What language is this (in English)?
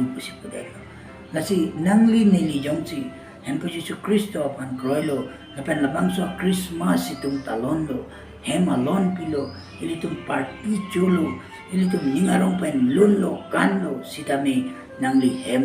Karbi